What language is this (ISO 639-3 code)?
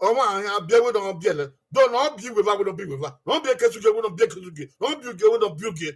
bin